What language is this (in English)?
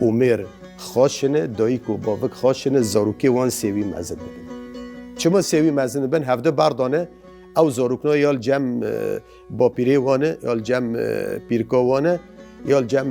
Kurdish